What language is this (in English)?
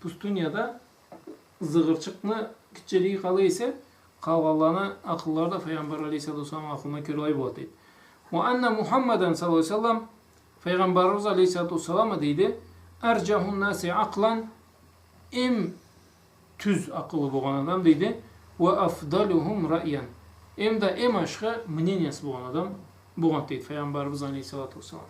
Karachay-Balkar